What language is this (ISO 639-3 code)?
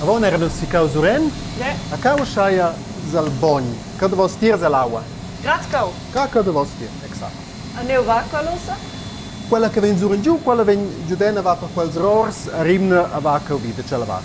roh